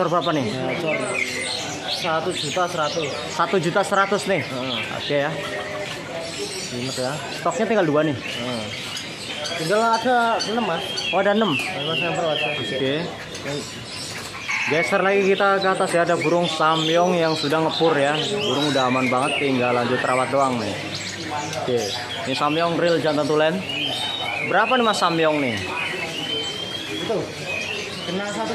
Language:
Indonesian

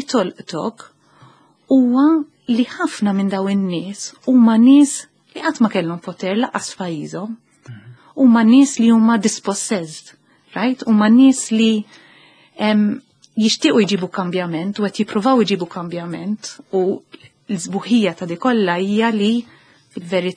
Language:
Maltese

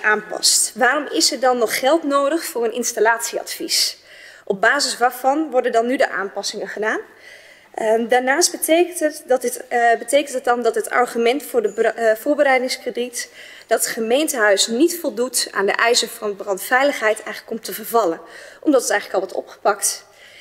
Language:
Dutch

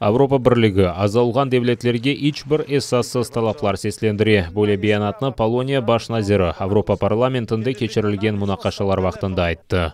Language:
Crimean Tatar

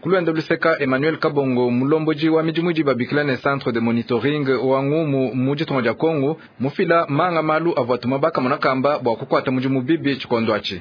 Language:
Luba-Lulua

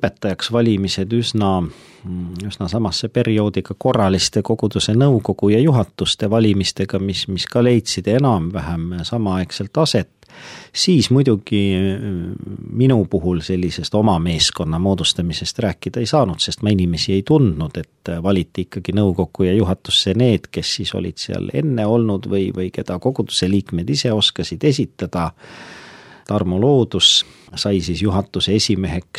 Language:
Estonian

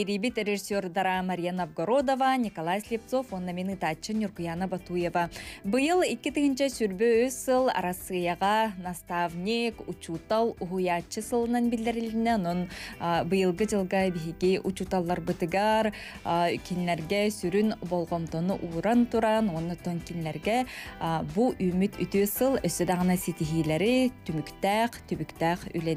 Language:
Yakut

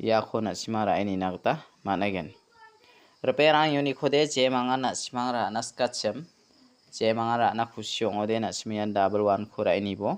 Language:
Garo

